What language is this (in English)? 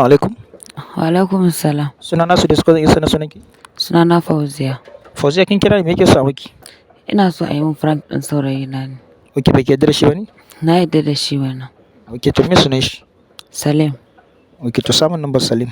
Hausa